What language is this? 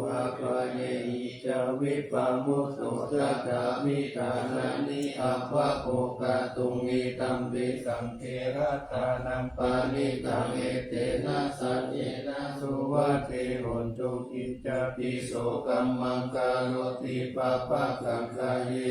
Pali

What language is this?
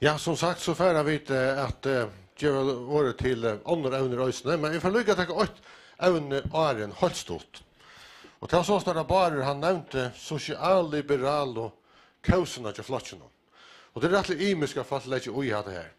Faroese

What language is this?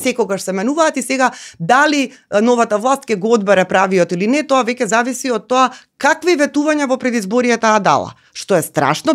Macedonian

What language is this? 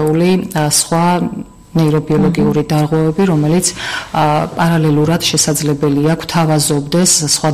Georgian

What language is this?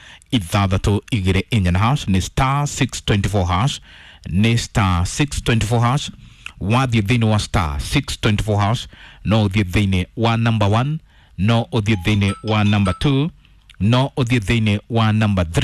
Kikuyu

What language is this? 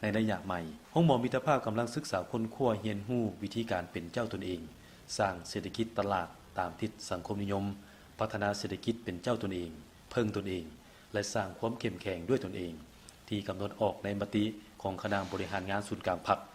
Lao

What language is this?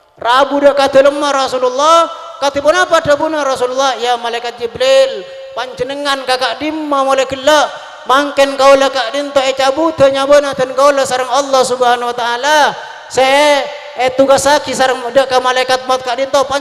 Madurese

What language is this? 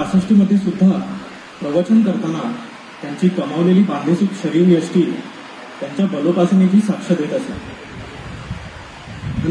Marathi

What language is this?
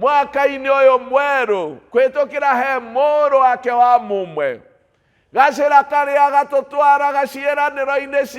Kikuyu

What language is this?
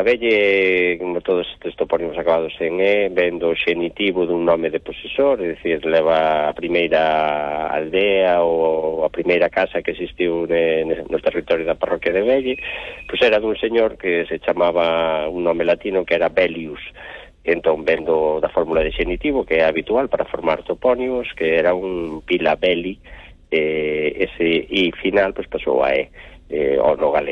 Galician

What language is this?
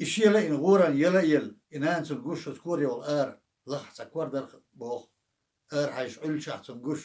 Chechen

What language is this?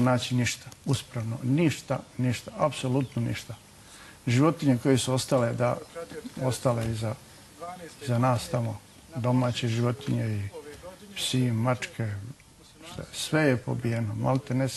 Bosnian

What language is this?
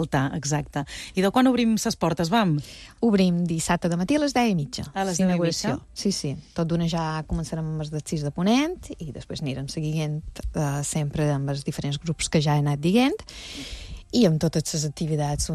Catalan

